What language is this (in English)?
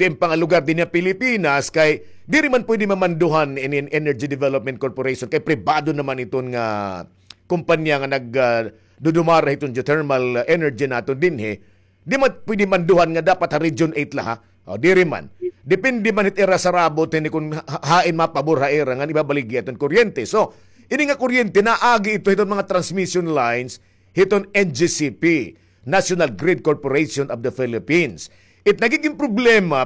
Waray